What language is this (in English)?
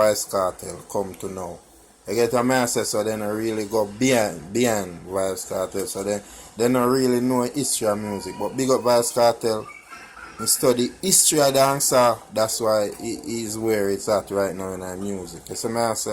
Jamaican Creole English